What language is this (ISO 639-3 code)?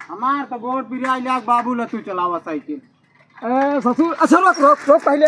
awa